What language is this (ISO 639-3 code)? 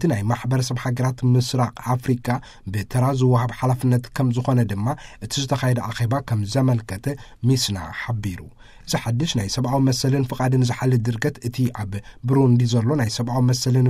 tir